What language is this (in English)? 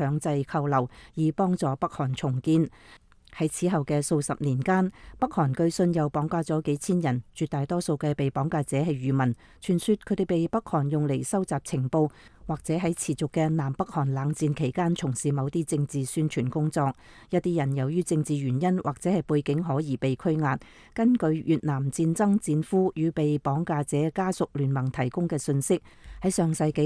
Cantonese